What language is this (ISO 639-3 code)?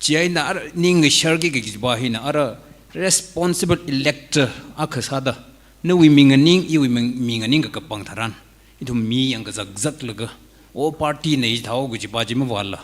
nmf